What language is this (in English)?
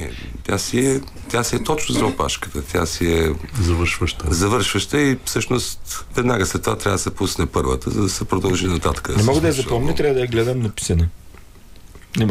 Bulgarian